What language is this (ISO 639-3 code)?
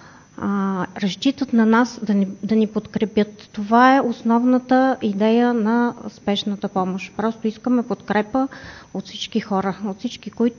bul